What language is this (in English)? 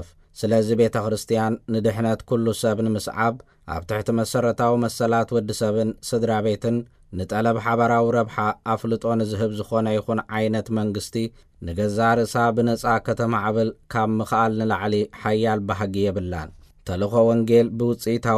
Tigrinya